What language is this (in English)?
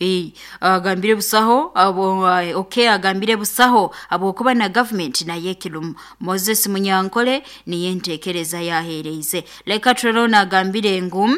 Nyoro